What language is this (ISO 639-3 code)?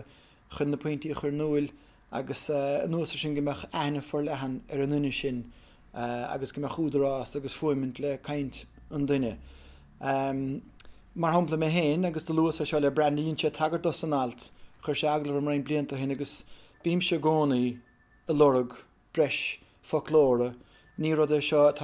gle